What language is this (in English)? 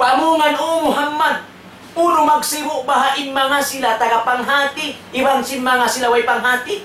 Tausug